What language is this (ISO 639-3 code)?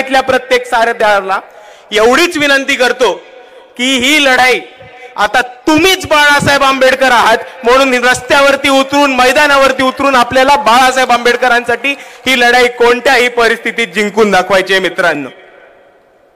mar